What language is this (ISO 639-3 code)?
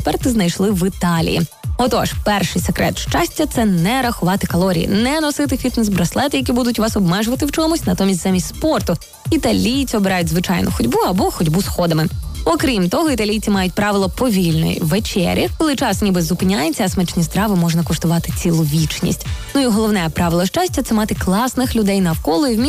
ukr